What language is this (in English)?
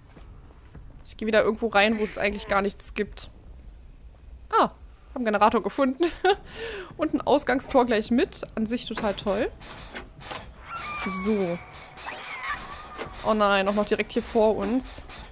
German